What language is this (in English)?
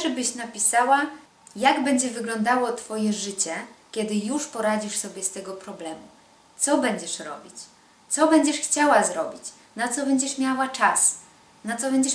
Polish